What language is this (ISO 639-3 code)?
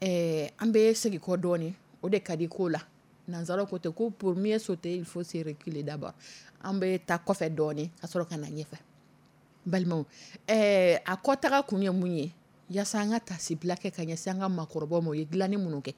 dyu